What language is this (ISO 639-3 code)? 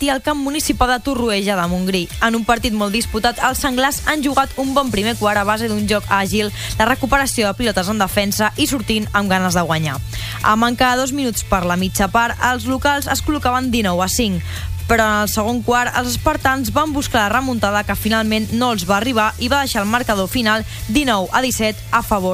cat